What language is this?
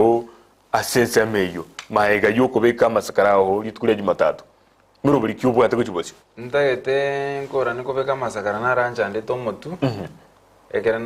Gusii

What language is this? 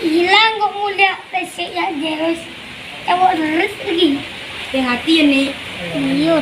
Madurese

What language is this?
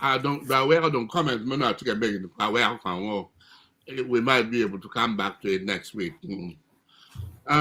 Acoli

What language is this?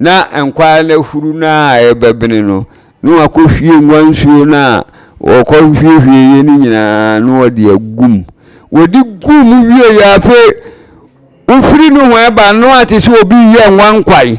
Akan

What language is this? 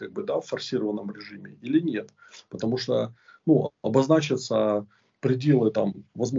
Russian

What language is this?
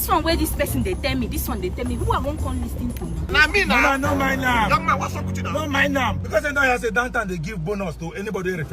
Nigerian Pidgin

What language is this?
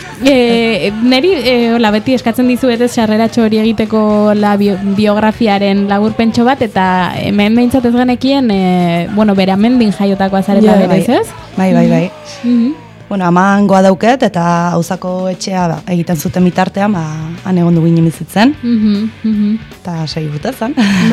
Basque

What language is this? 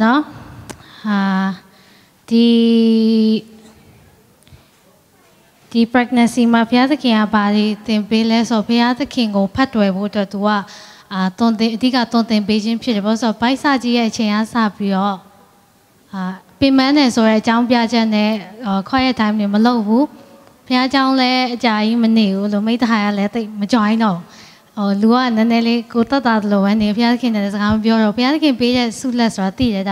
Burmese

